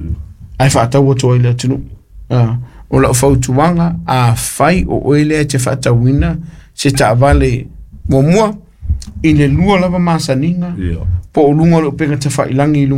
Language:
Samoan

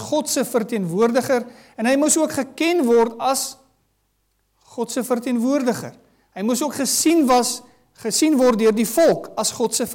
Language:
Afrikaans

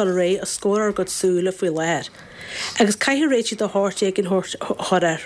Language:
Irish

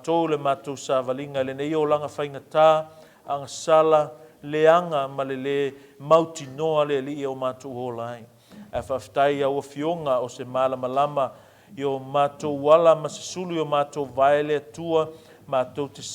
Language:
Samoan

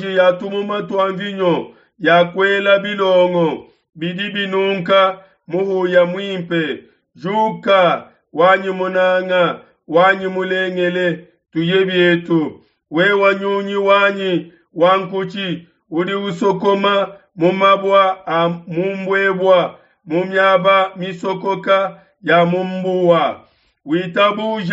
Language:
Luba-Lulua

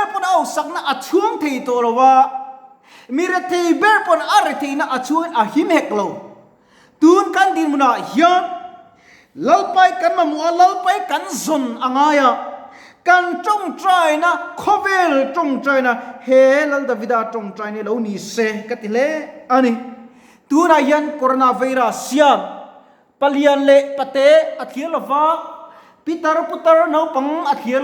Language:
Mizo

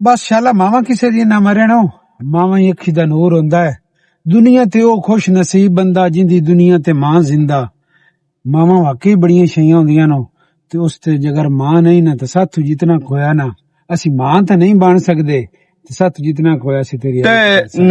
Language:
Western Panjabi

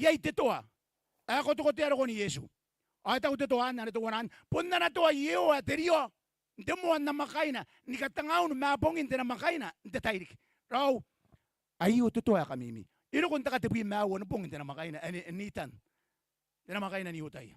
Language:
Gilbertese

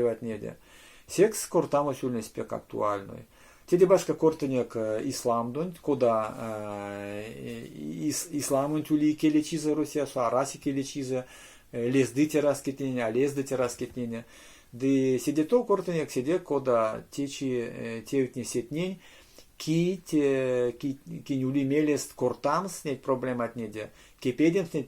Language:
Erzya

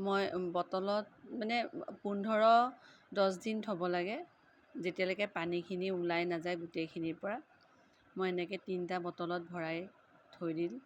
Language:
Assamese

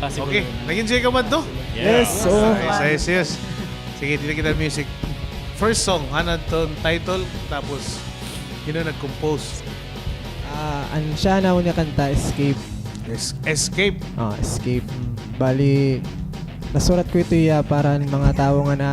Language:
Waray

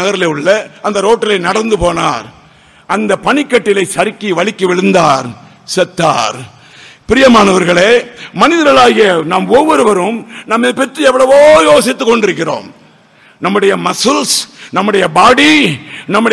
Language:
Tamil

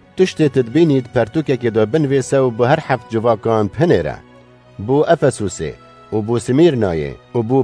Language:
Kurdish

